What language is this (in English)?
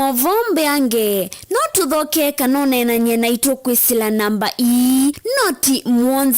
Kamba